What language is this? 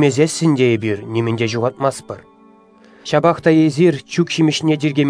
Chuvash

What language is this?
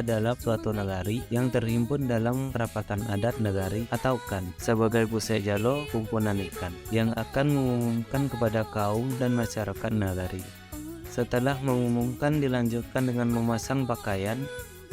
Minangkabau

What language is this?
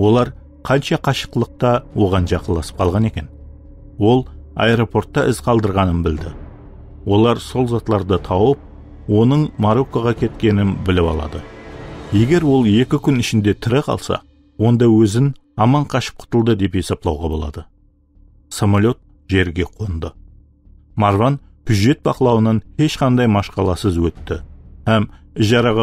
Kara-Kalpak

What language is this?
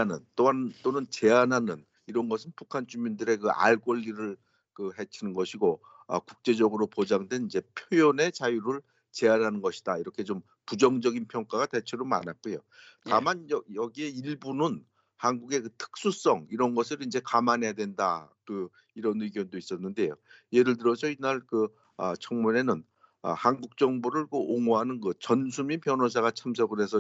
Korean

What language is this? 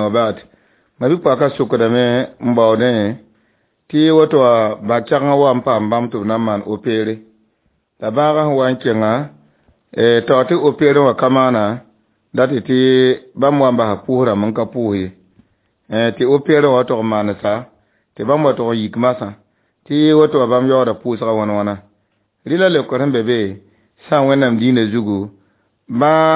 Mossi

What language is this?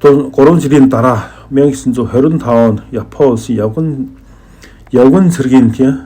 Mongolian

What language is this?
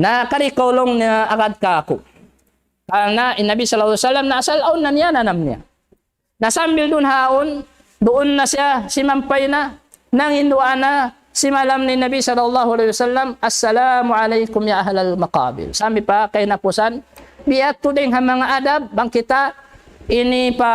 Tausug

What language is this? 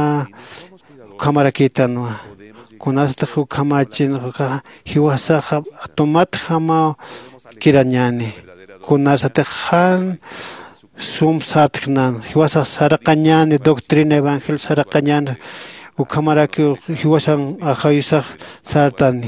Aymara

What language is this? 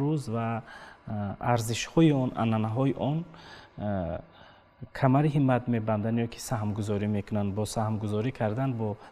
Tajik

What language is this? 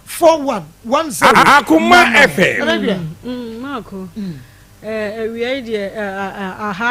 Akan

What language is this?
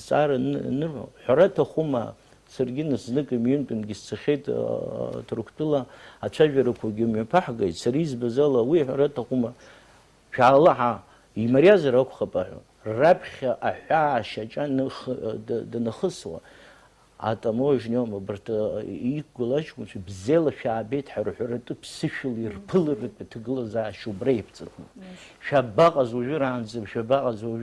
Abkhazian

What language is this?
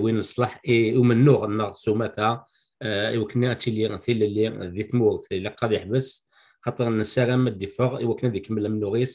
Kabyle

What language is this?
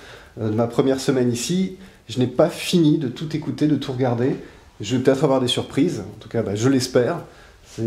French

